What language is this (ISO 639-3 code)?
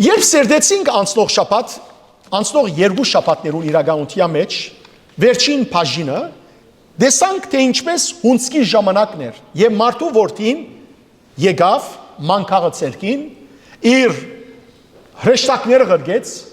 hyw